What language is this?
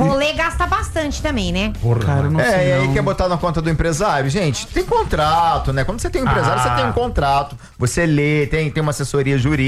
Portuguese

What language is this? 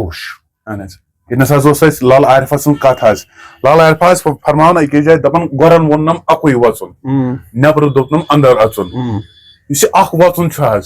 Kashmiri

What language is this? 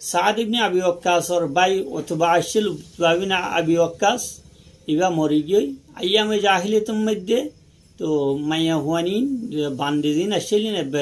Rohingya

